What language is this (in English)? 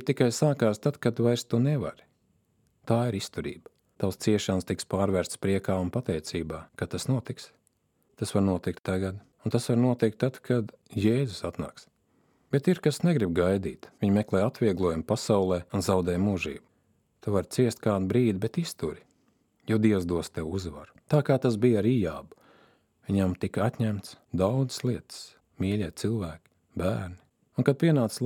Latvian